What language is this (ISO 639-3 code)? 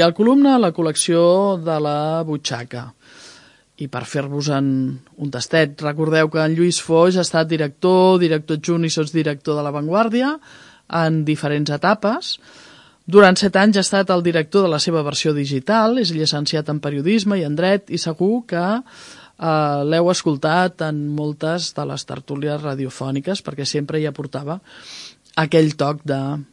cat